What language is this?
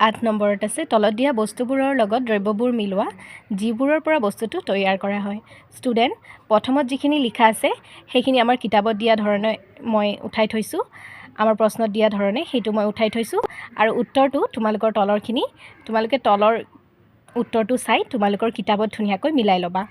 Assamese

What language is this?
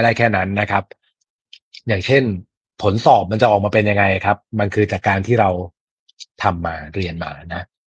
Thai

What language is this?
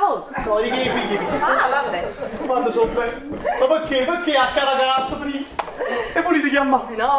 Neapolitan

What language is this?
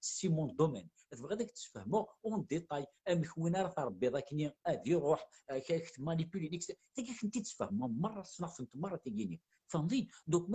Kabyle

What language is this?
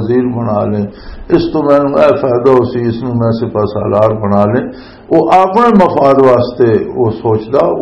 Western Panjabi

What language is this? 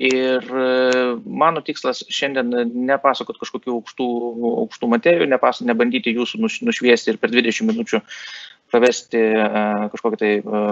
Lithuanian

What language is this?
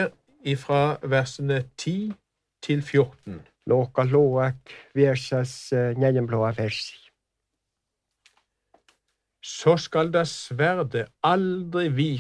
Norwegian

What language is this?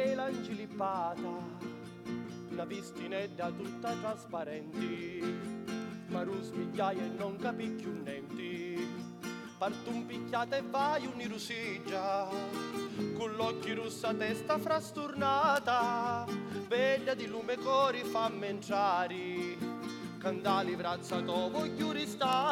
Sicilian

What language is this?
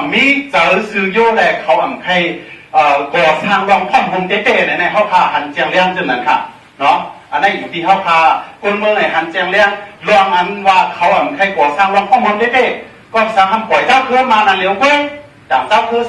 Shan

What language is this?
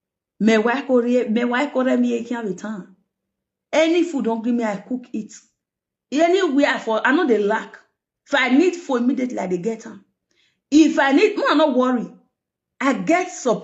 Nigerian Pidgin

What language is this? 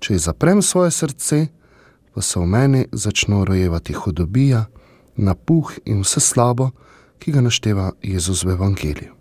Slovenian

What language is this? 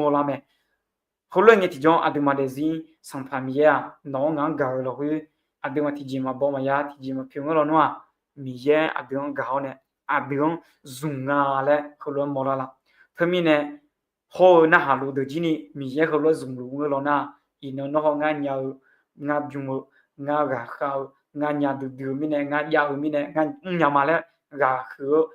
Akha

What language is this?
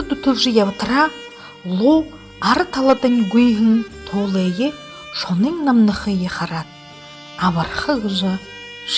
Buriat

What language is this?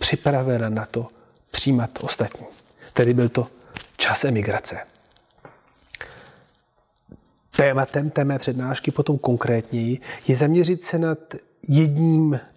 Czech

